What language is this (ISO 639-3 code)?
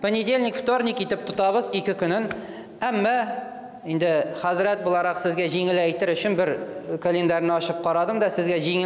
tat